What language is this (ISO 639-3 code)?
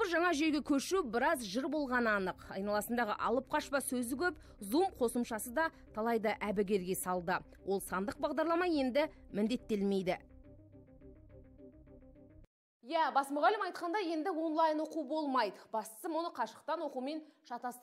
kaz